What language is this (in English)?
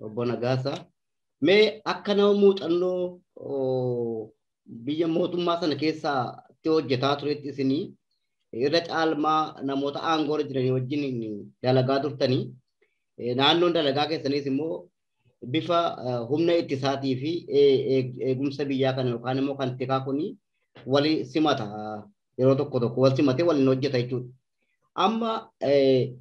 Oromo